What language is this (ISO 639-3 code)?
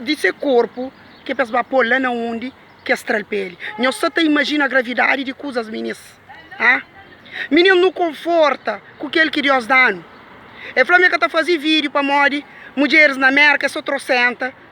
kea